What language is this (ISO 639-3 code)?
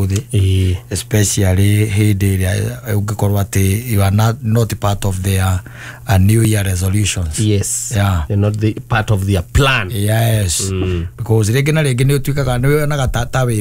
kik